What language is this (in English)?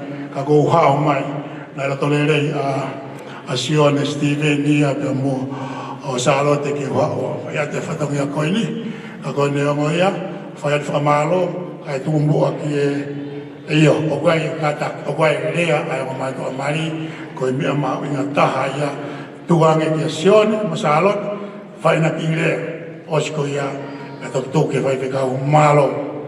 Tongan